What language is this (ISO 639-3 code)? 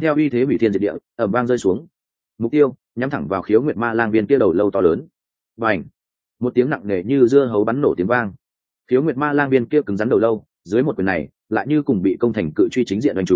vie